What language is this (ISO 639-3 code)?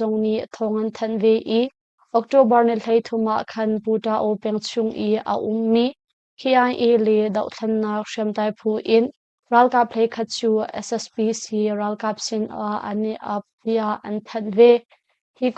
cnh